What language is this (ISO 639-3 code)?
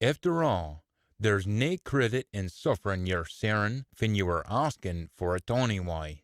sco